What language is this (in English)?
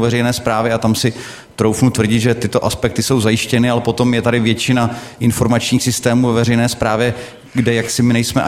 Czech